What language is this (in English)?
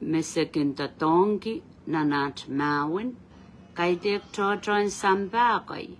Pohnpeian